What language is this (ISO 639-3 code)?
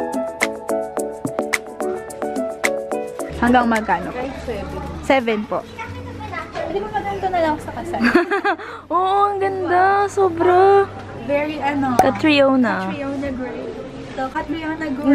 fil